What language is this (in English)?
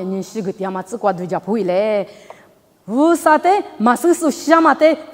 Lisu